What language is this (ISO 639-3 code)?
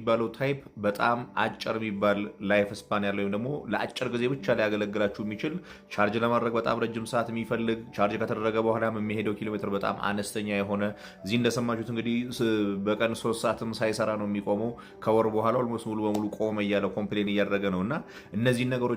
amh